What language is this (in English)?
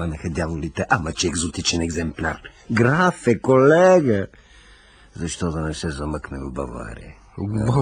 Bulgarian